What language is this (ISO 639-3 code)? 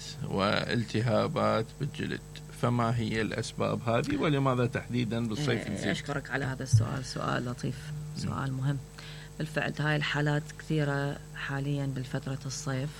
acm